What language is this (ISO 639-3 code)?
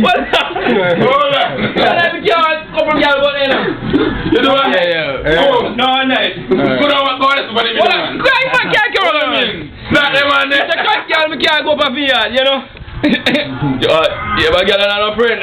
jam